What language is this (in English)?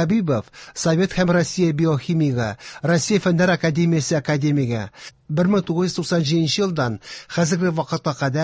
Tatar